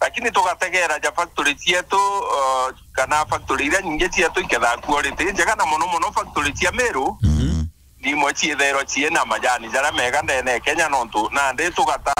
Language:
Meru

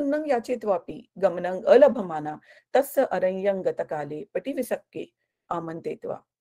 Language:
Marathi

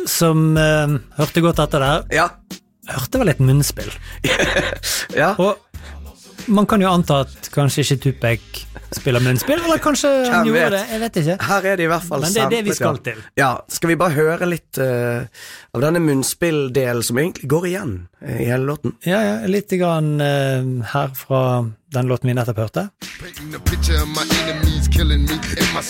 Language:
Norwegian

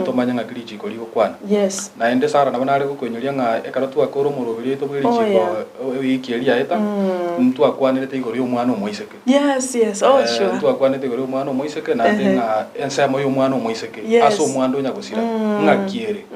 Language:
Gusii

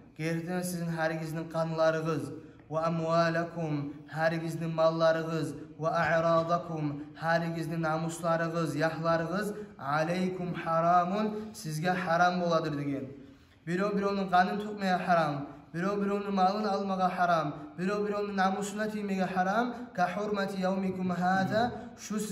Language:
Kumyk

